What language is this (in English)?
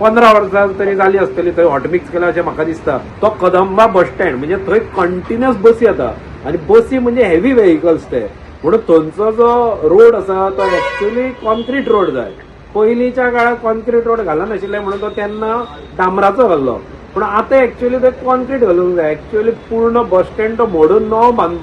Konkani